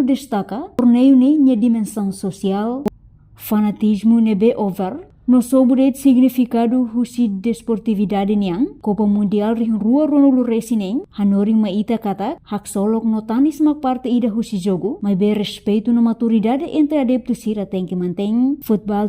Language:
Tetum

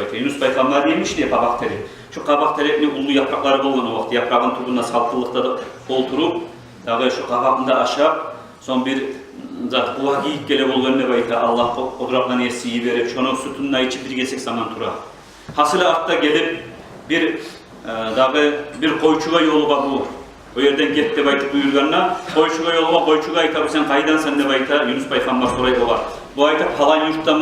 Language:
Kumyk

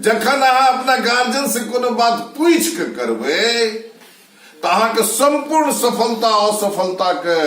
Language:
Maithili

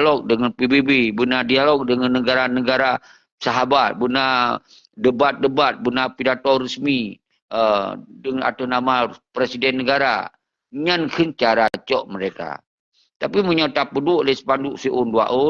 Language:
Achinese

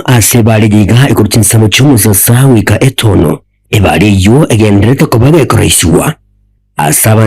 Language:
Gusii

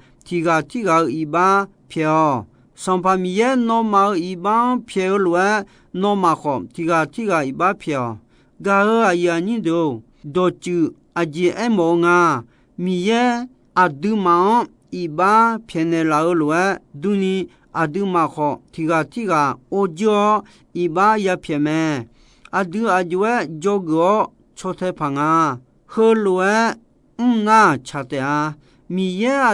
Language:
Akha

